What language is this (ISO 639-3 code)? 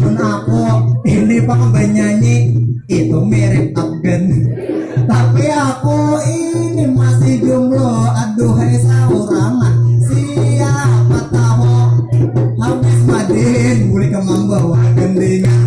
bjn